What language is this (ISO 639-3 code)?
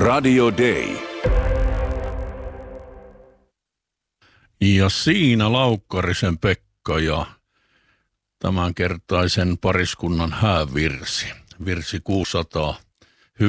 fin